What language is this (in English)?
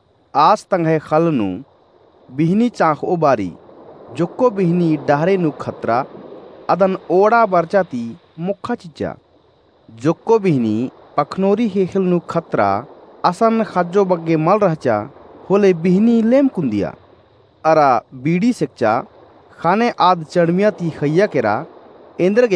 Kurukh